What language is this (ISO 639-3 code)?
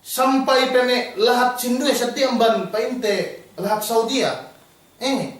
yka